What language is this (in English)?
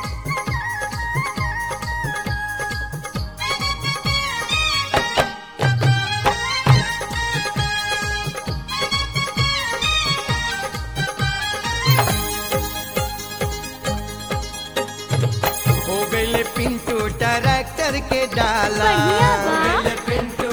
Bhojpuri